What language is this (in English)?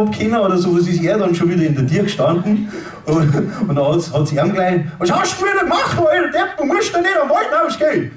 Bavarian